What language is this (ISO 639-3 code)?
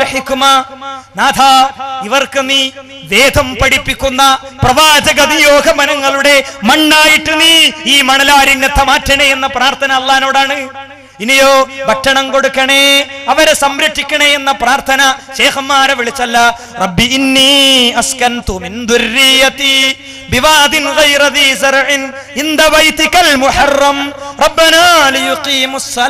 mal